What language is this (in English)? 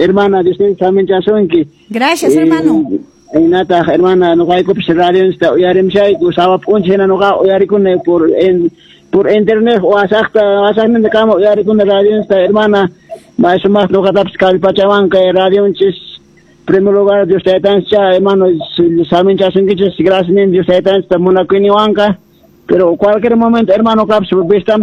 Quechua